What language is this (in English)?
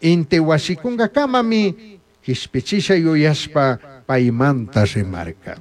Chimborazo Highland Quichua